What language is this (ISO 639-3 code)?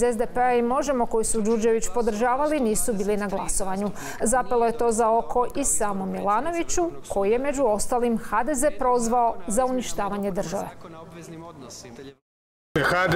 hrv